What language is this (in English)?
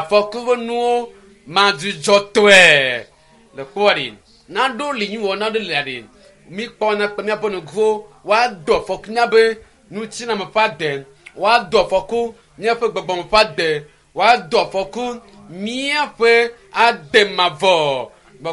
Ewe